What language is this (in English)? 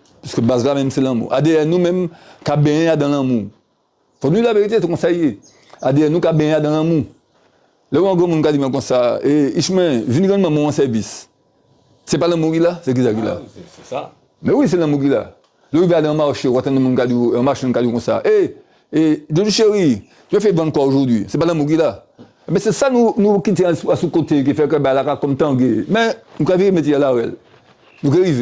Guadeloupean Creole French